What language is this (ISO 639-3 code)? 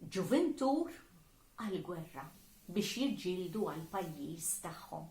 mlt